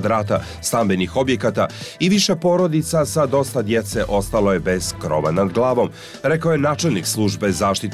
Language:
Bosnian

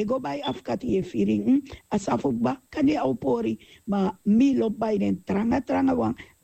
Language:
Sranan Tongo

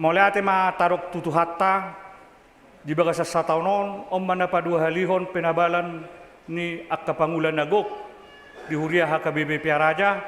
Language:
Batak Toba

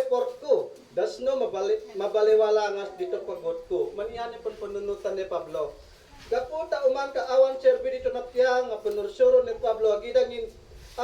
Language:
Isnag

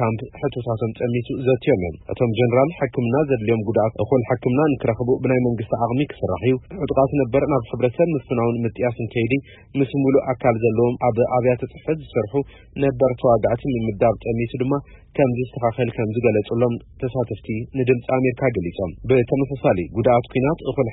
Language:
Tigrinya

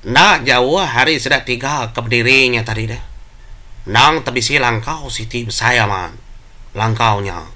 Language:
Iban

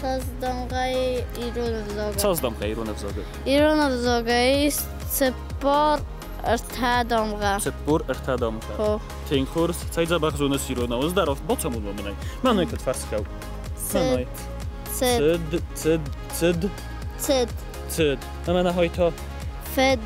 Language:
Ossetic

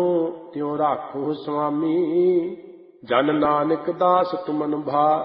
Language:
Punjabi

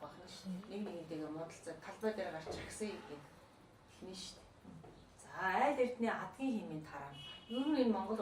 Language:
Mongolian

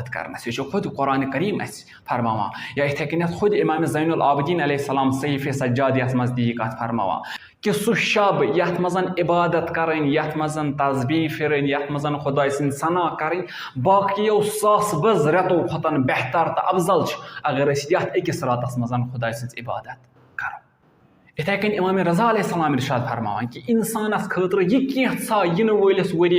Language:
Kashmiri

